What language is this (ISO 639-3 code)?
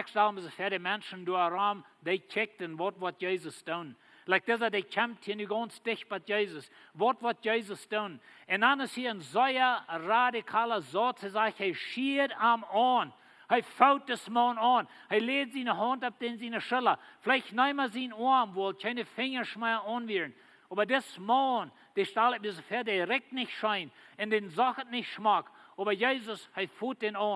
pdt